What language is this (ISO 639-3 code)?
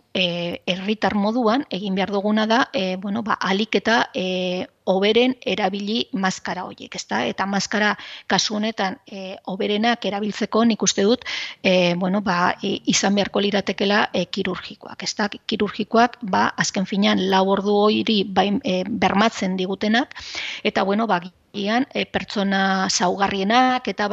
eus